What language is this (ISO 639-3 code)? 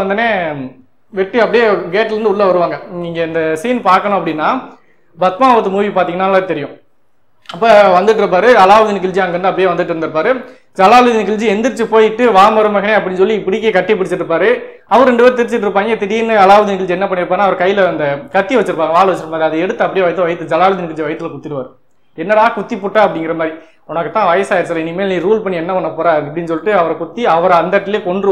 tam